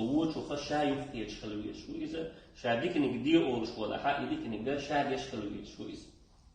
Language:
Chechen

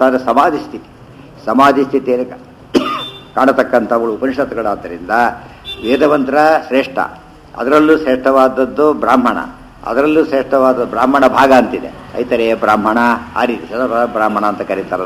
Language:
Kannada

